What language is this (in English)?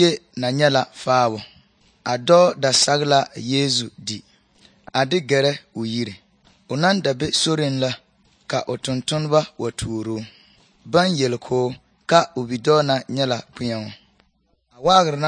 Southern Dagaare